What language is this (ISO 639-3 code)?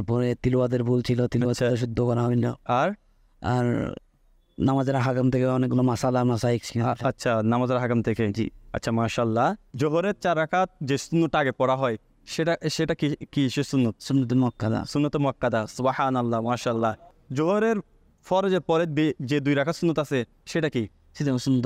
ben